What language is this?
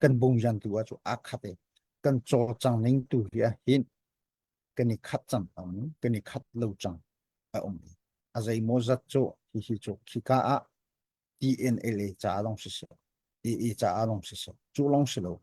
Hakha Chin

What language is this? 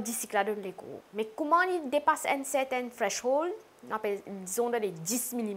Morisyen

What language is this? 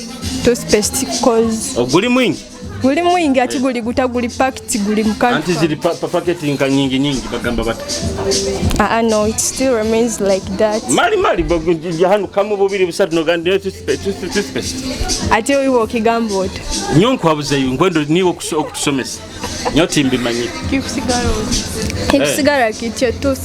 Nyoro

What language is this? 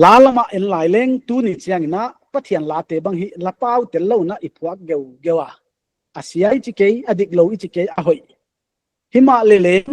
Paite Chin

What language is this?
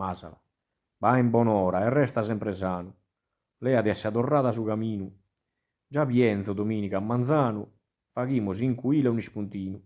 Sardinian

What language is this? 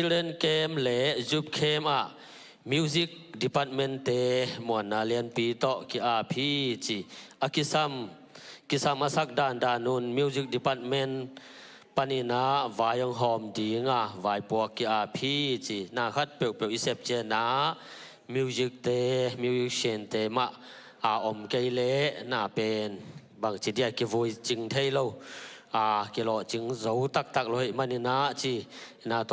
Tedim Chin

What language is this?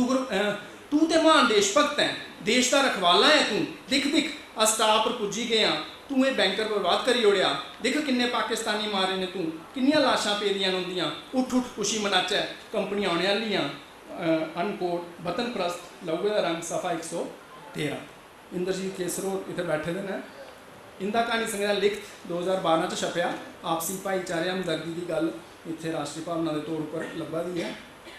Dogri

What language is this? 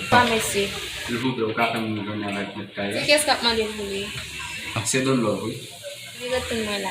Haitian Creole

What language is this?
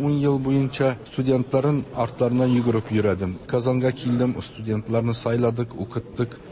Tatar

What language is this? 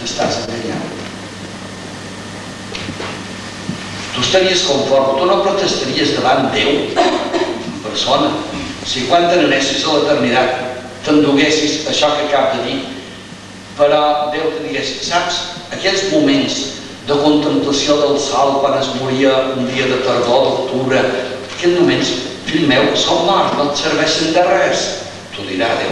Catalan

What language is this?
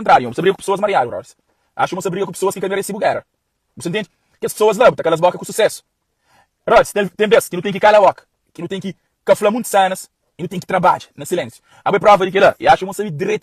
Kabuverdianu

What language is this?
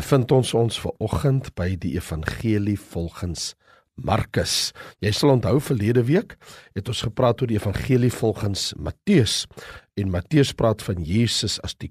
Afrikaans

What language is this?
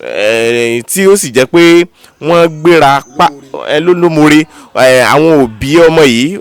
Yoruba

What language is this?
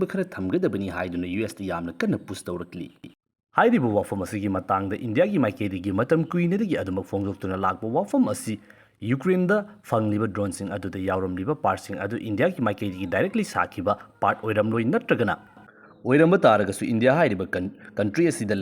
Manipuri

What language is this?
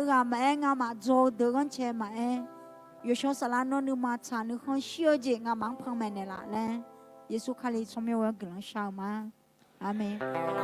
Akha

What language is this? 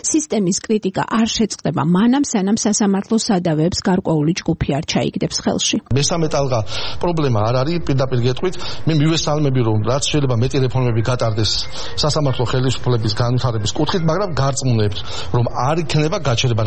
Georgian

